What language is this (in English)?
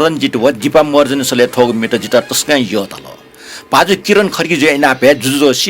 Newari